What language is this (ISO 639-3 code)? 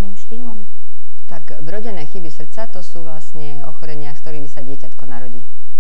slk